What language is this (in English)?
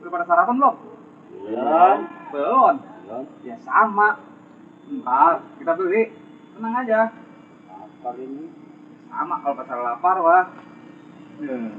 Betawi